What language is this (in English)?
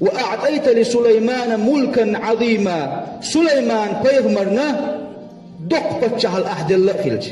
Chechen